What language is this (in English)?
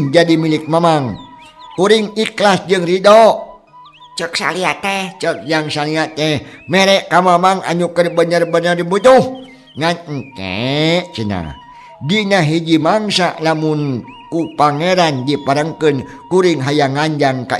Sundanese